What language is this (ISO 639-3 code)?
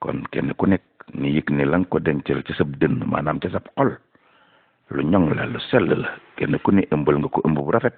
wol